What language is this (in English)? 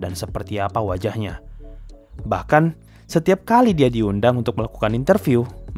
Indonesian